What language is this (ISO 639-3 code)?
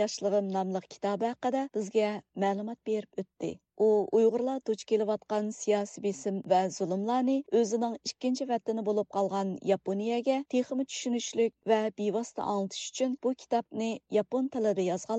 uig